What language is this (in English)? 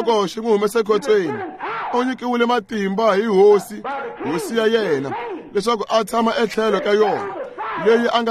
Tsonga